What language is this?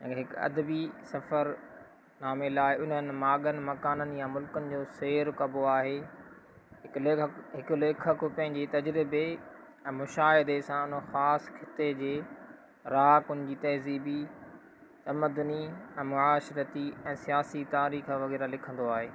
Sindhi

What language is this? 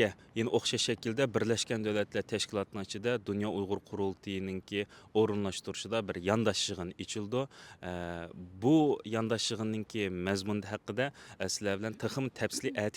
Uyghur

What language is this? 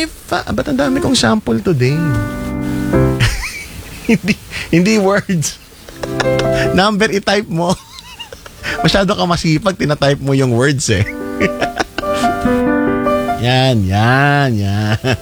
Filipino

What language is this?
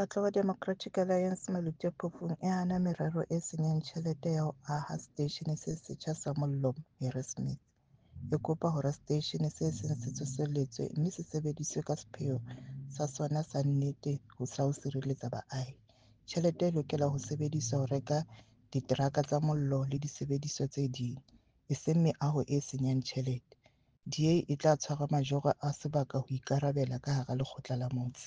Southern Sotho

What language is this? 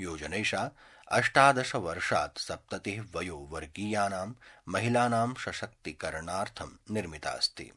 Sanskrit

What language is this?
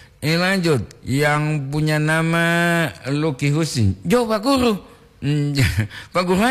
Gorontalo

